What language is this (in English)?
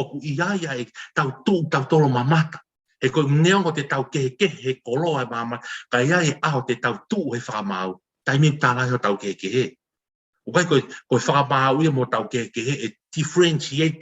Tongan